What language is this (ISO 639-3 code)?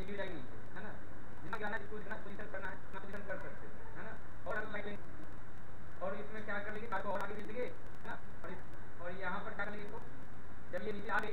hin